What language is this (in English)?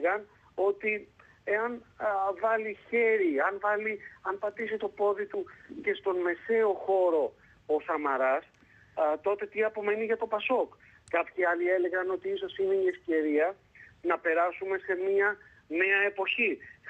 Greek